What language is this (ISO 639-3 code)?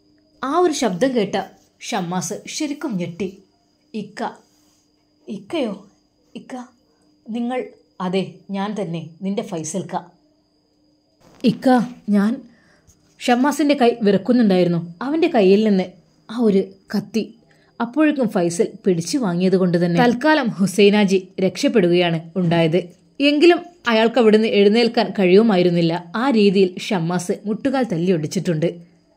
mal